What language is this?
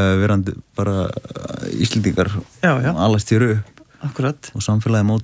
Icelandic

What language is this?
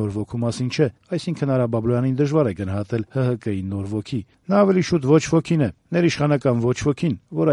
Armenian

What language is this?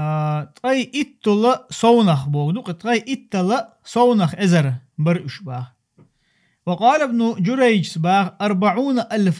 Chechen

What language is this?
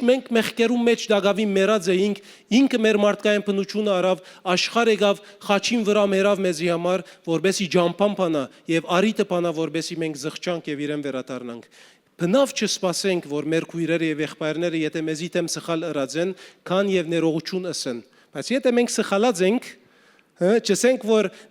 Western Armenian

